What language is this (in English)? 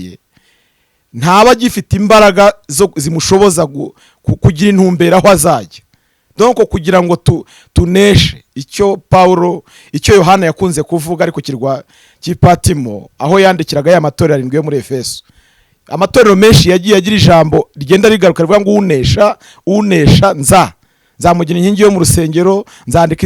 Kinyarwanda